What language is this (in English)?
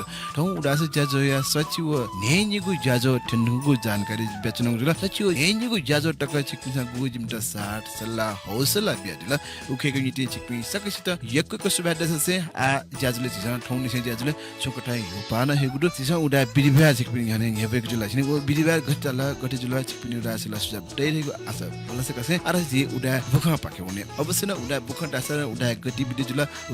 Newari